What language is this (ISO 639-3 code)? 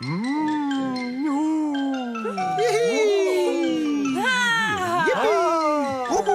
roh